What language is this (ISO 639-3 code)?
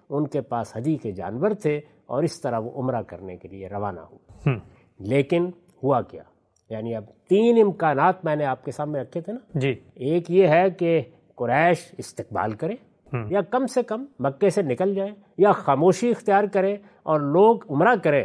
urd